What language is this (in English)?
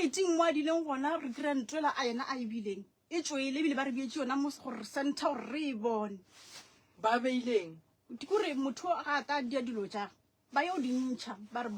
Northern Sotho